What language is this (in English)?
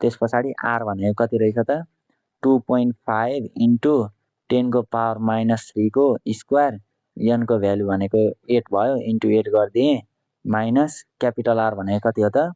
Nepali